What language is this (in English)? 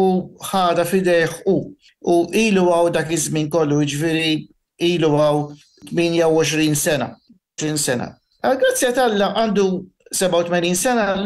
Maltese